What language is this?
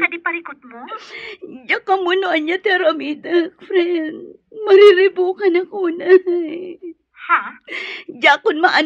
Iloko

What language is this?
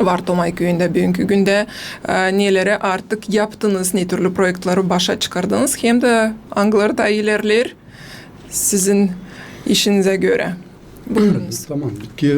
Gagauz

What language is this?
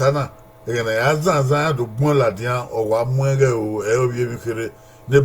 Bini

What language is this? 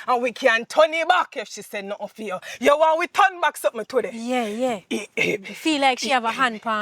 Jamaican Creole English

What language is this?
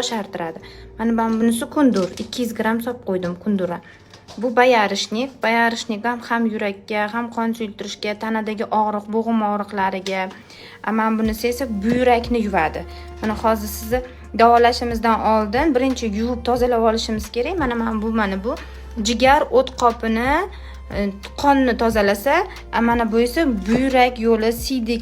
Uzbek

